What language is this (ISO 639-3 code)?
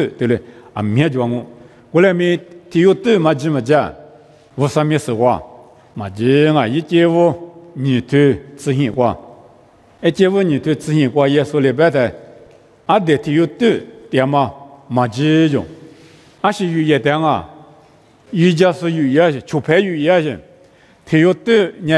lis